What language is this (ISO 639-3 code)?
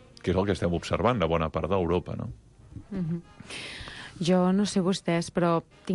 cat